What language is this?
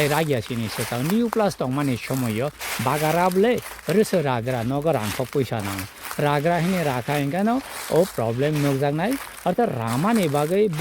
Kok Borok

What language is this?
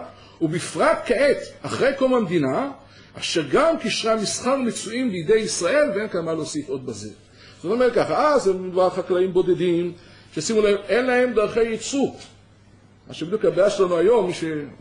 Hebrew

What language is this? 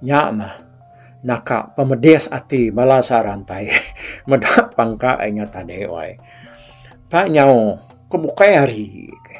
Iban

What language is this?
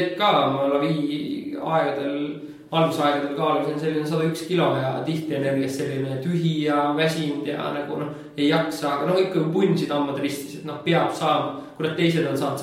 Estonian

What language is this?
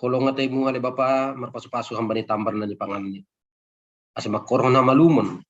Batak Simalungun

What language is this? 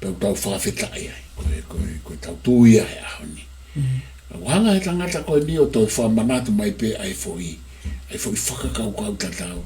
Tongan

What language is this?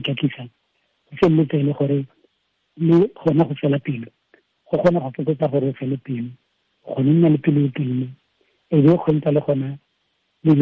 Tswana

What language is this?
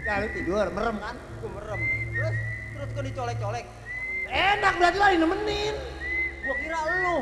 Betawi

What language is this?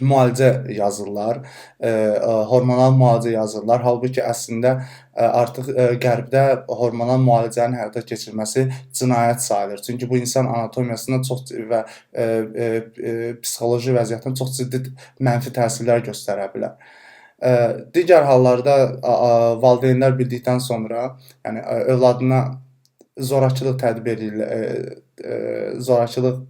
Azerbaijani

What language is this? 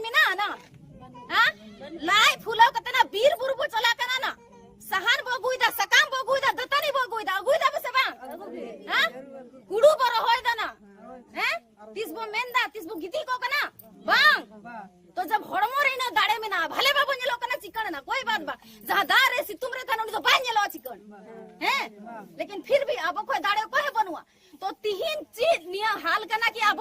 Santali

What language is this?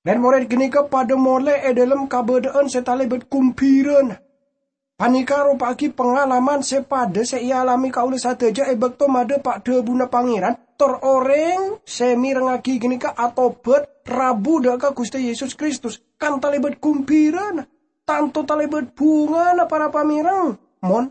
Madurese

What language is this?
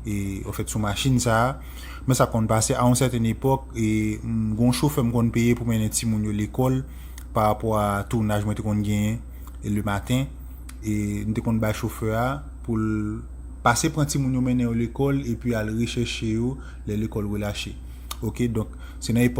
Haitian Creole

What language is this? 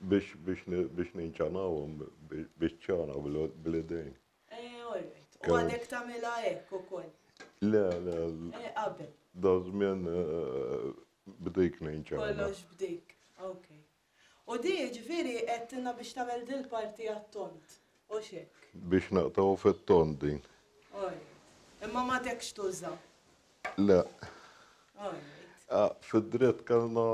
Maltese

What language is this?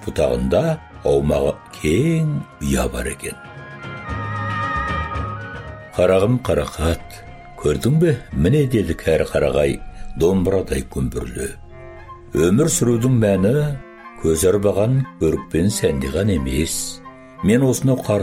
Kazakh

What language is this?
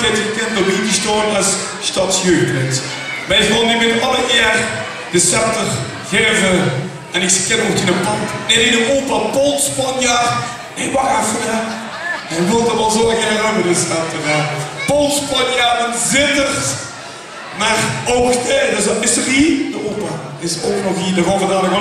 Limburgish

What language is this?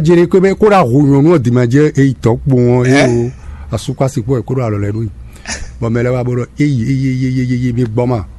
Fon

